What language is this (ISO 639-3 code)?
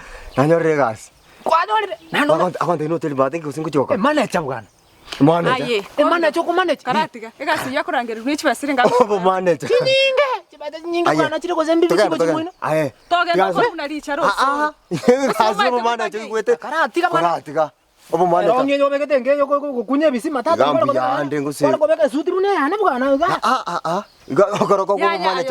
guz